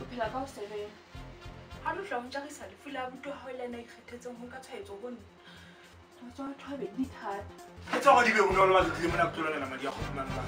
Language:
Southern Sotho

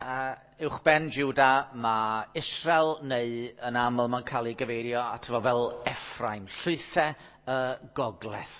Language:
Welsh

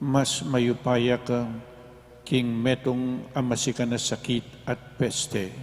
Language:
Pampanga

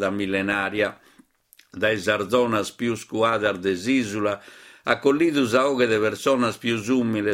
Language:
Sardinian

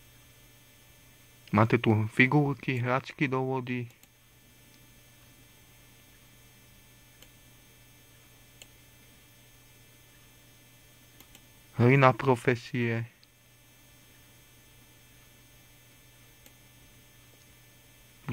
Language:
Slovak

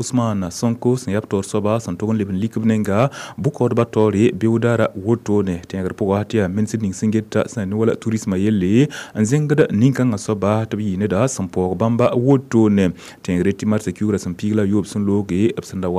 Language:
Mossi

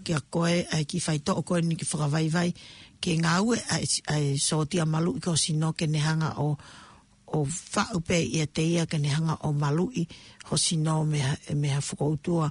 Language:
Tongan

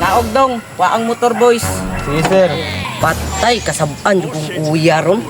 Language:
Cebuano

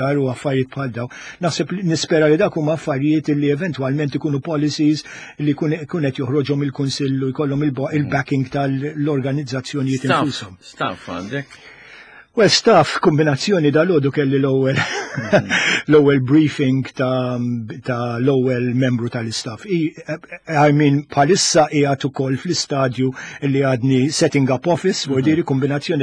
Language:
Maltese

